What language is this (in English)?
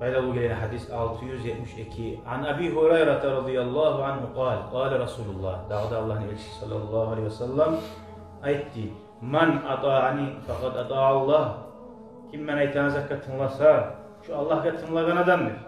Kumyk